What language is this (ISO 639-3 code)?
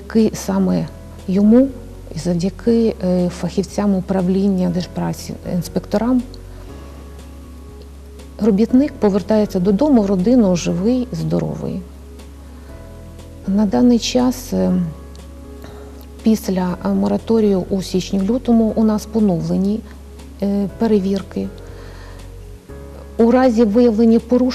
ukr